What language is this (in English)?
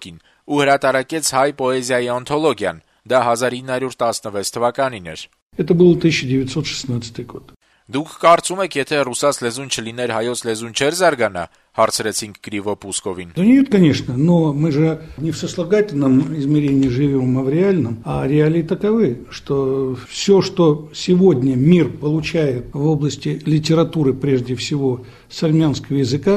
Armenian